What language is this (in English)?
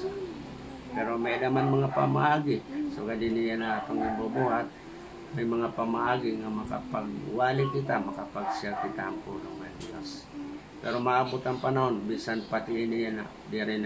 Waray